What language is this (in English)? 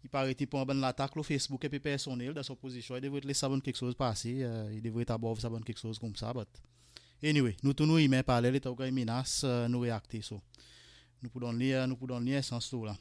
Seselwa Creole French